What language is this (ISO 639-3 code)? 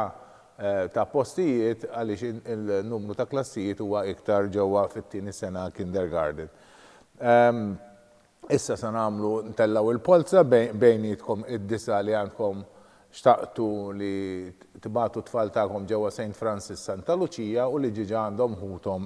mlt